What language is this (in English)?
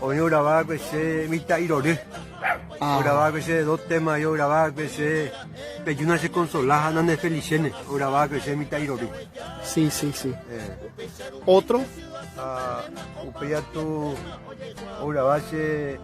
Guarani